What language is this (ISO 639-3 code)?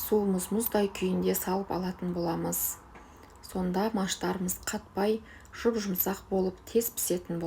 kaz